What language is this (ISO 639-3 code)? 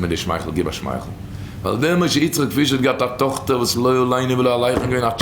yid